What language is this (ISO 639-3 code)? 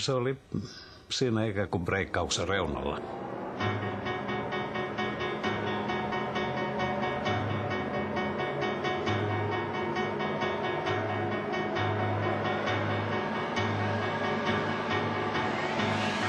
fin